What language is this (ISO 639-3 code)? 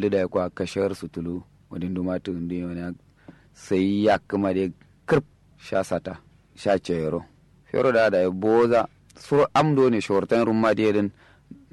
kau